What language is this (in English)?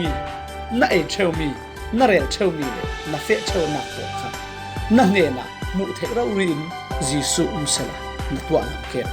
Falam Chin